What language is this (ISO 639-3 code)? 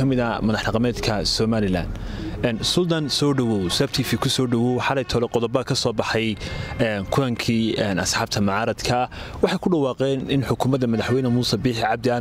som